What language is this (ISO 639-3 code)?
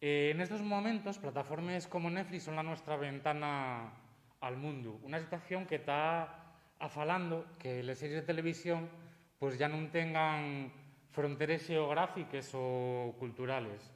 ast